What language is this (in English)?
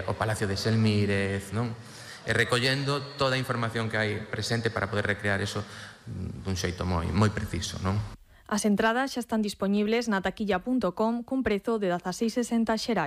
Galician